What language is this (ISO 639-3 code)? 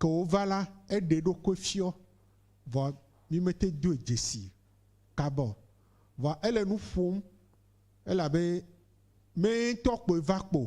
ewe